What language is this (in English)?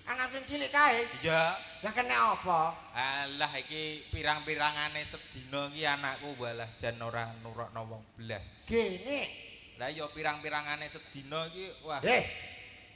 Javanese